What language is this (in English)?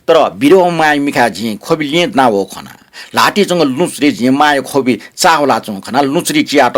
Newari